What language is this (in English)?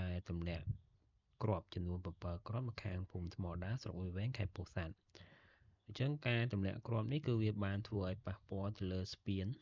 Khmer